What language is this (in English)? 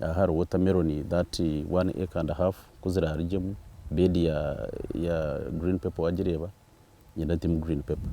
Nyankole